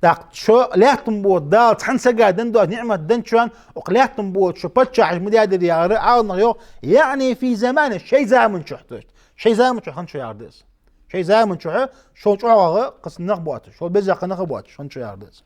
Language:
Ingush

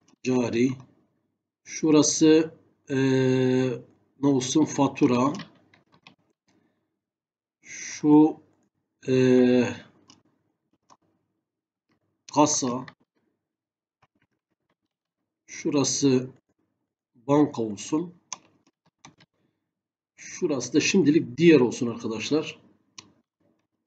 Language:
Turkish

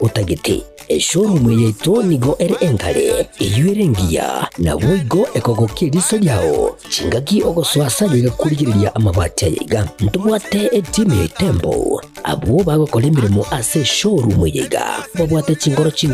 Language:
Gusii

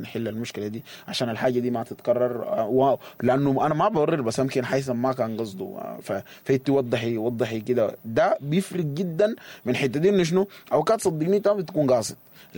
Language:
Sudanese Arabic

